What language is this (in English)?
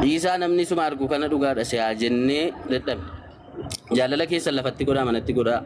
Oromo